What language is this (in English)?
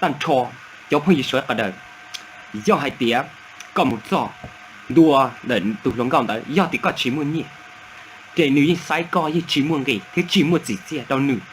Hmong